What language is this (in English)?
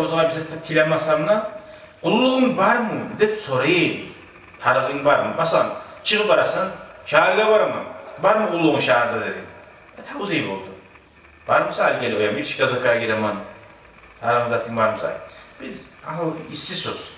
Kumyk